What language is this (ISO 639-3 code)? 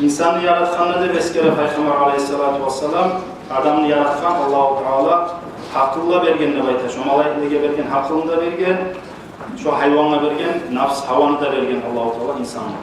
kum